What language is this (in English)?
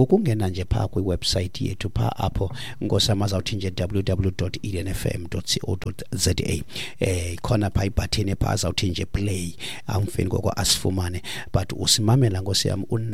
Xhosa